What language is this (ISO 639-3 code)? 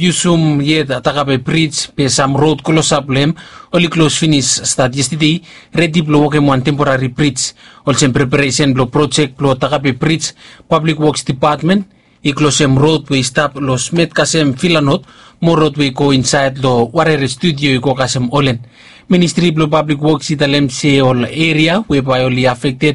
bis